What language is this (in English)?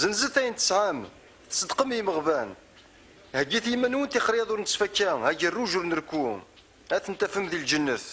Kabyle